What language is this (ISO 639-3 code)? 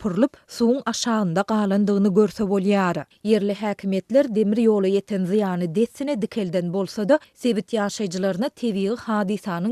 tuk